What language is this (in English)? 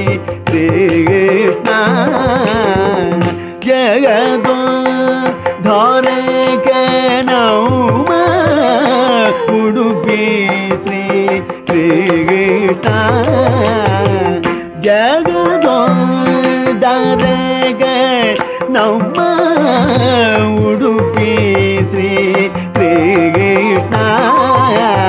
Kannada